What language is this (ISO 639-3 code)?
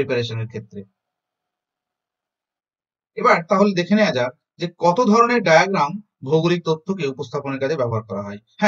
ben